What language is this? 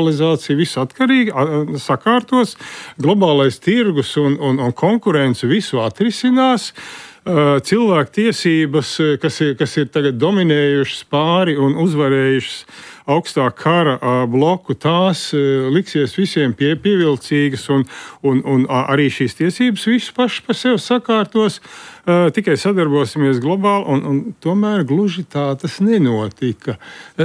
Latvian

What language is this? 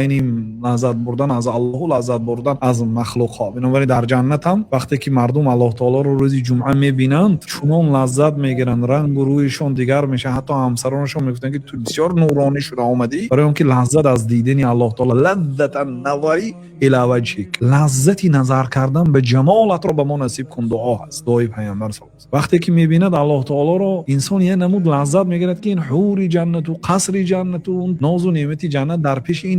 Tajik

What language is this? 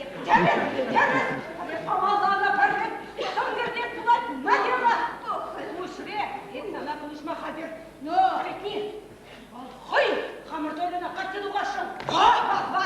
Chuvash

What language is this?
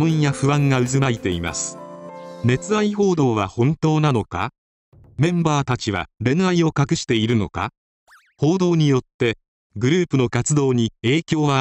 Japanese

